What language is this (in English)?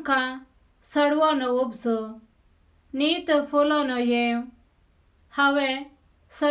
Konkani